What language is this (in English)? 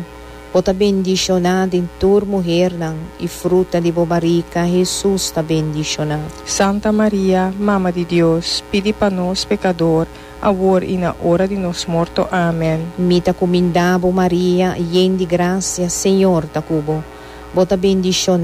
Papiamento